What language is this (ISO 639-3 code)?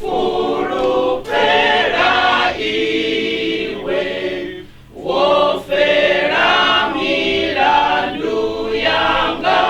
ven